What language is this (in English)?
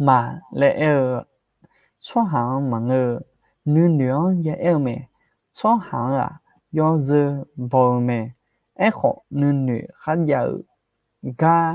Akha